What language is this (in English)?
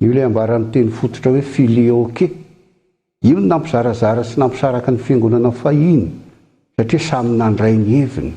Malagasy